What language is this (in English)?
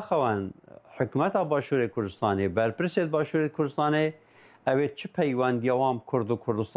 Kurdish